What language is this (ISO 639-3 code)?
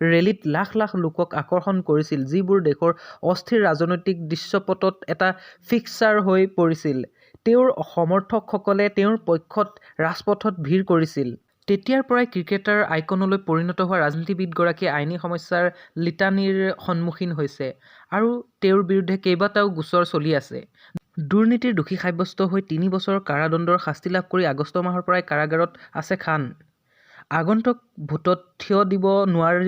asm